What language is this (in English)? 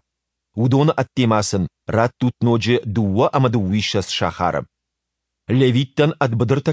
Ossetic